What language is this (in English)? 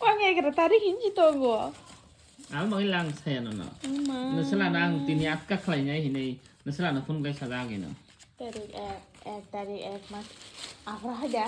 Kok Borok